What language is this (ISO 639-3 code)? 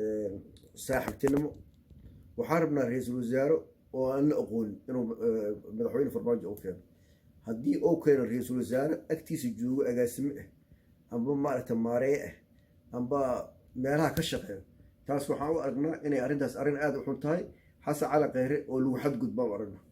som